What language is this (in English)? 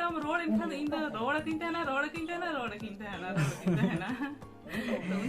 Santali